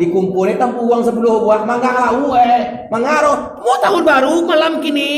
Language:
Minangkabau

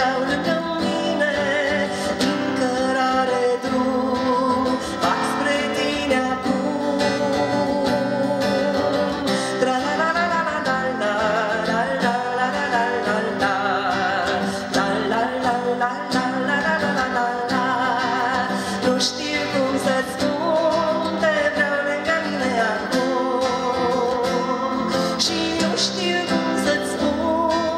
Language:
Romanian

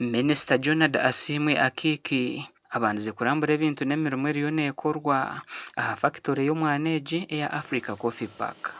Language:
Nyankole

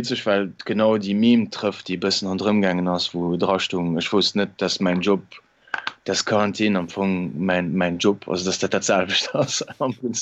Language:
Luxembourgish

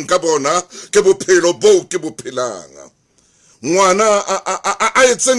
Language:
Southern Sotho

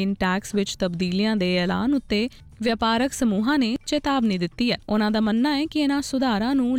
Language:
Punjabi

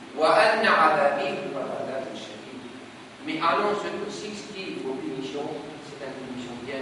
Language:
Morisyen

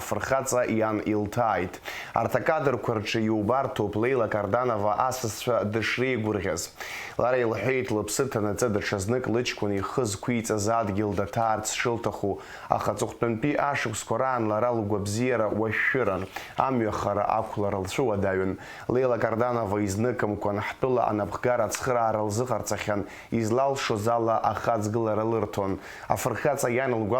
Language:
Abkhazian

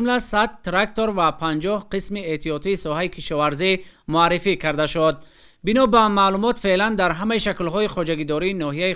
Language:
Tajik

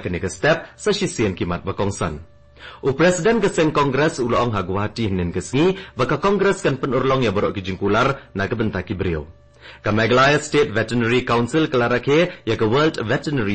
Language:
Khasi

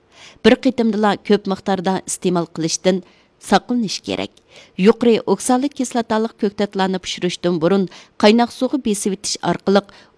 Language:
Uyghur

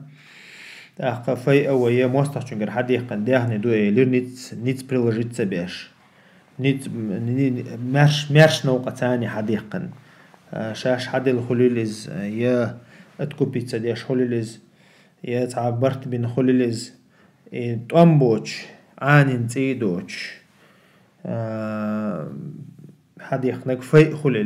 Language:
Chechen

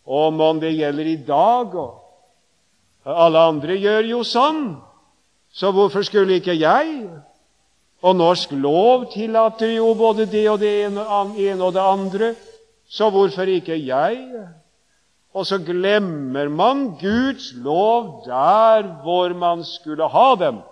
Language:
Norwegian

